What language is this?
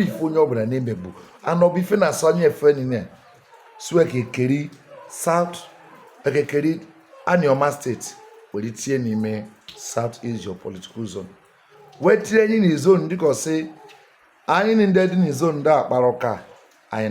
Igbo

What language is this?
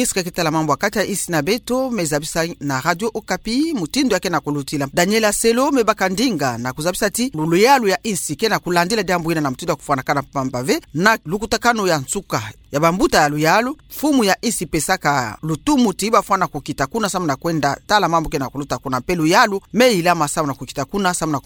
Kituba (Democratic Republic of Congo)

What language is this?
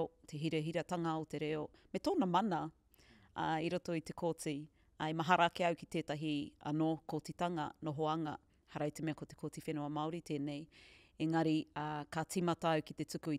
Māori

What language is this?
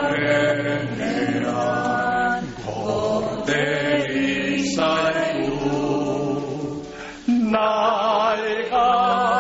Basque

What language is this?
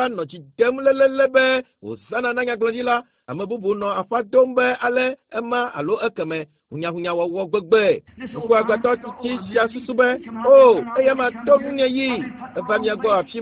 Ewe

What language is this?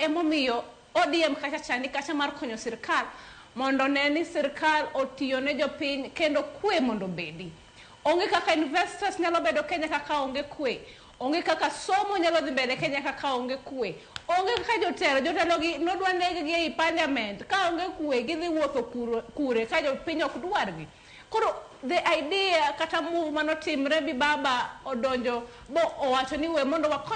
Luo (Kenya and Tanzania)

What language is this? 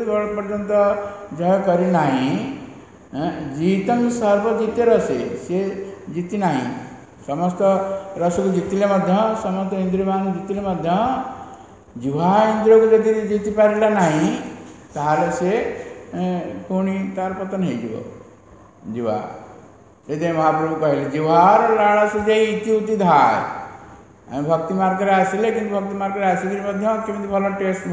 Odia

